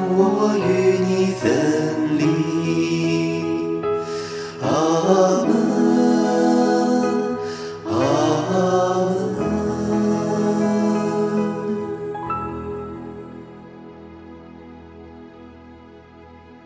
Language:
Chinese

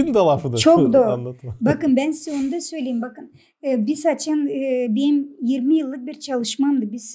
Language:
Gagauz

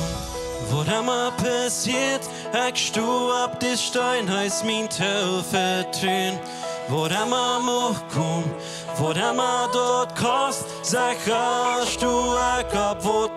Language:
Plautdietsch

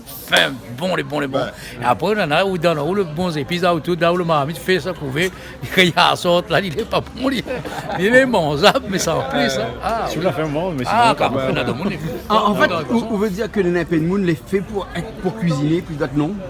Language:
Réunion Creole French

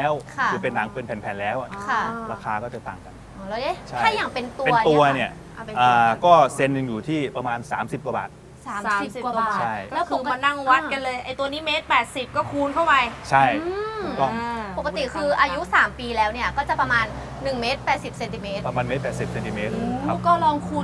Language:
Thai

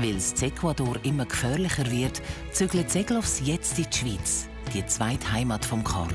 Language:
Swiss German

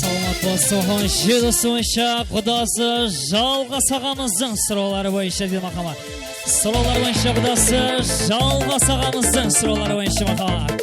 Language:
Kara-Kalpak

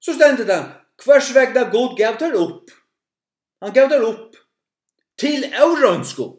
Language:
Faroese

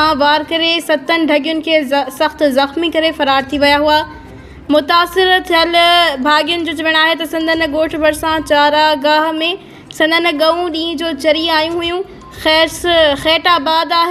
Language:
Sindhi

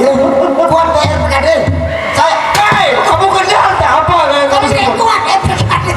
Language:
Sasak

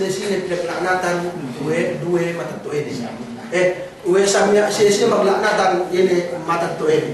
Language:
Yakan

